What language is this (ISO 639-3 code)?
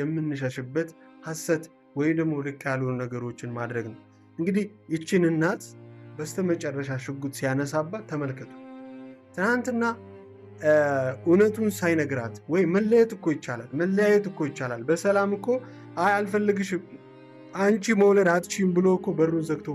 amh